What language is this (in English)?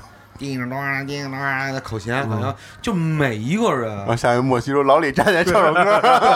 Chinese